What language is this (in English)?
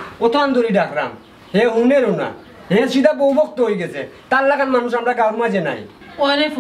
Sylheti